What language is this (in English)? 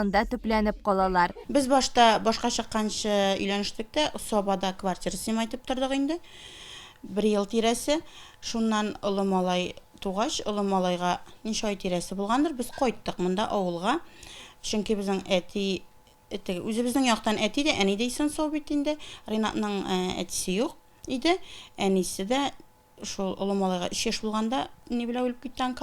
Tatar